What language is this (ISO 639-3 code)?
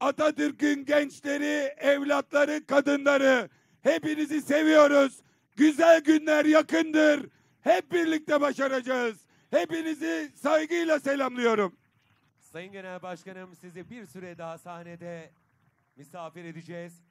tur